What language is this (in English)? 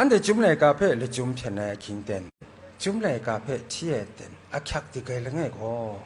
Kachin